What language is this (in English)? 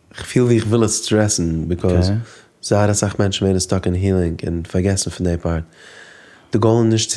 Yiddish